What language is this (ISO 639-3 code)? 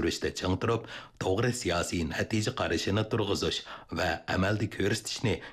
uig